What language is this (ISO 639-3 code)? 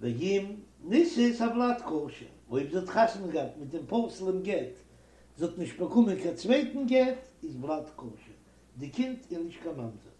yid